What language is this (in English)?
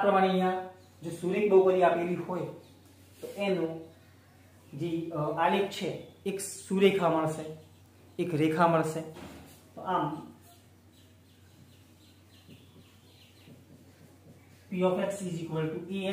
Gujarati